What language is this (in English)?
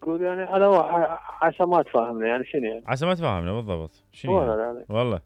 Mesopotamian Arabic